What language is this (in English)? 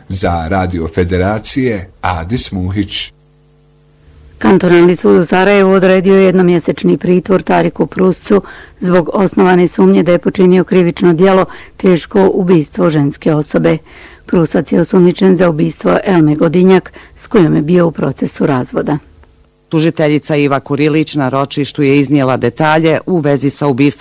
Bosnian